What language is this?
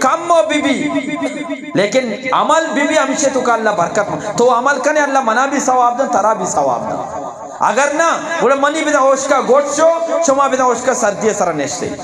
Eastern Balochi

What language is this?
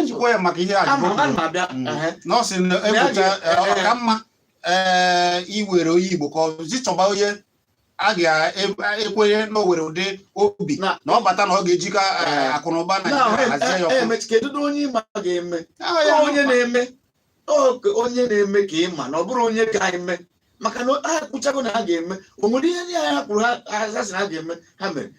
Igbo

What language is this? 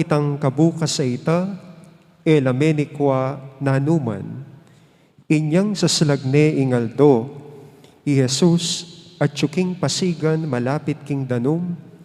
Pampanga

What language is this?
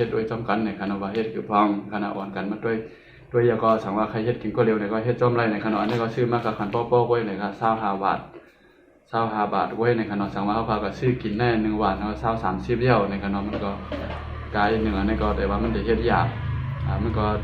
Shan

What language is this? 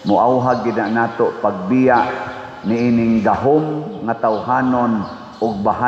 Cebuano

